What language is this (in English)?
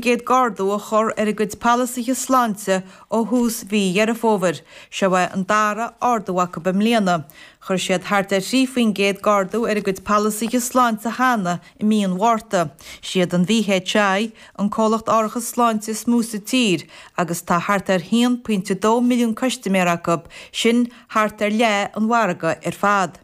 Irish